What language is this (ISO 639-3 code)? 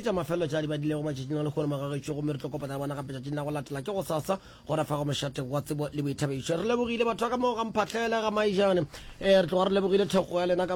nso